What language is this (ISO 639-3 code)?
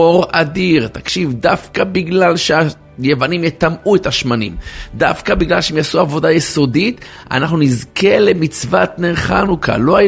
heb